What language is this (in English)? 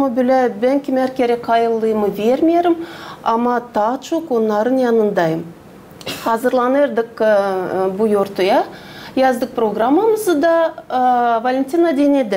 Gagauz